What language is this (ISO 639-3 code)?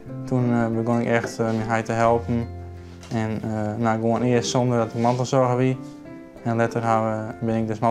fry